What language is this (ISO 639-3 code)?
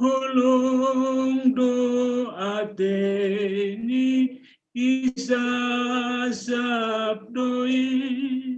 bts